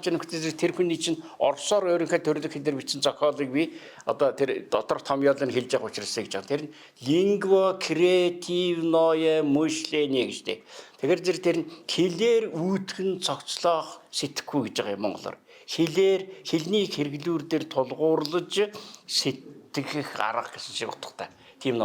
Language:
Mongolian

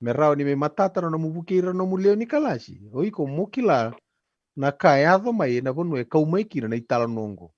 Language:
Fijian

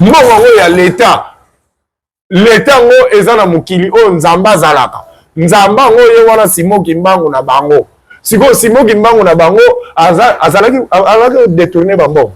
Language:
Lingala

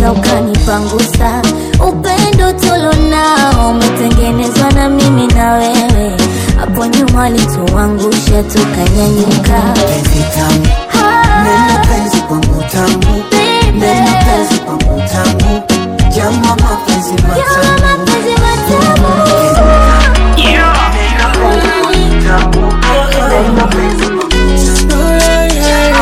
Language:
Swahili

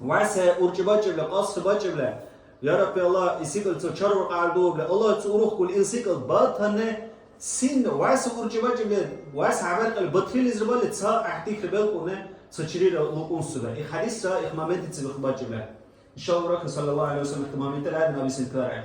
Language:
Dargwa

